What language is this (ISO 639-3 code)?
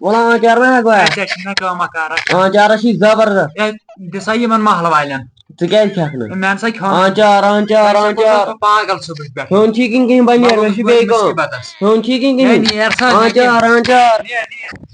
kas